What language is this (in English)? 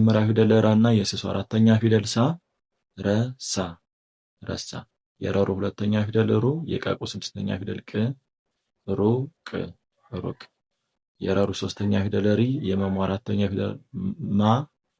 Amharic